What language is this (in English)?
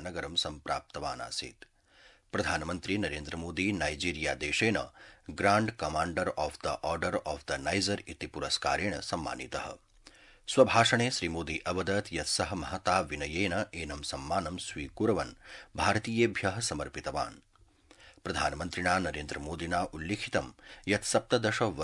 Sanskrit